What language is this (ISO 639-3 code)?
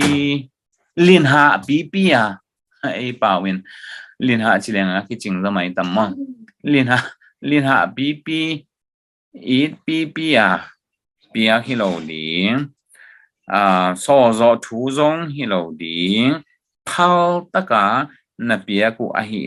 ctd